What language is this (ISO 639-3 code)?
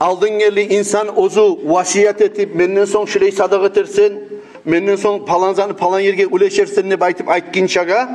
kum